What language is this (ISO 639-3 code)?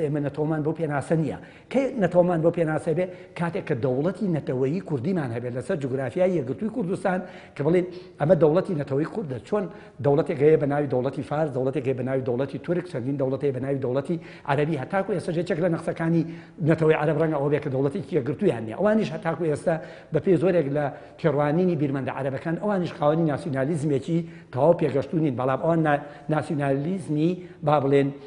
ckb